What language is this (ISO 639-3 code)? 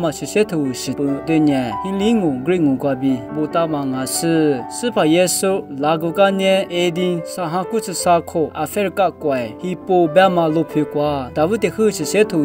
lis